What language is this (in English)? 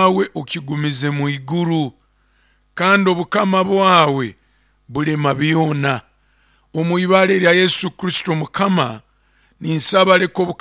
Nyoro